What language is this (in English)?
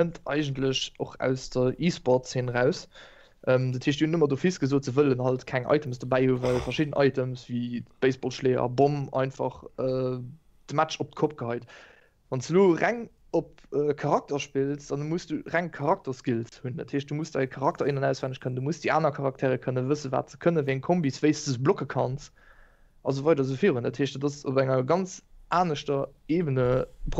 Luxembourgish